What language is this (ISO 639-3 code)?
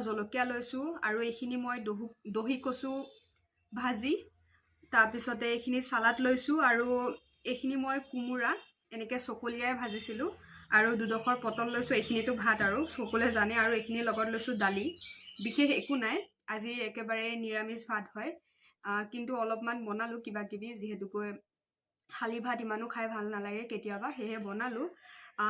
asm